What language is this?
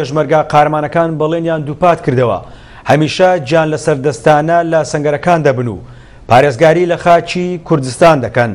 Central Kurdish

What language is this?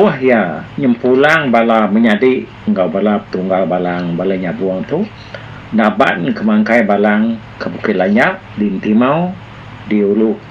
Iban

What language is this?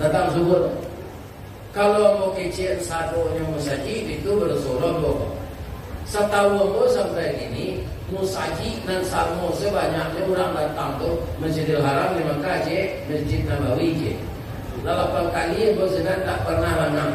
Minangkabau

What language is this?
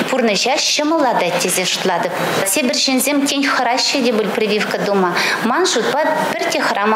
Chuvash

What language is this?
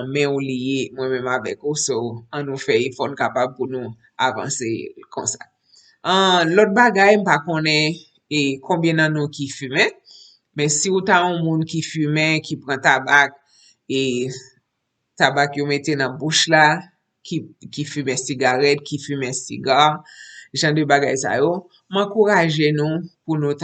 Haitian Creole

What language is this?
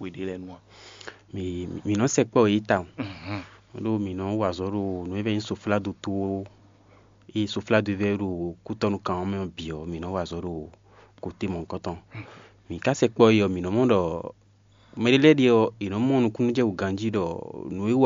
Fon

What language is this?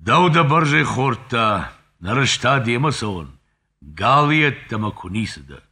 Ossetic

